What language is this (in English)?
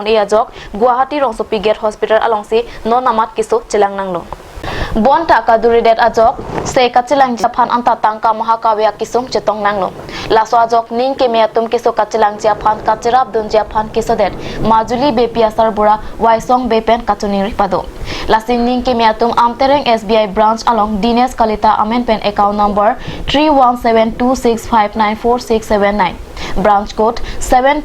Karbi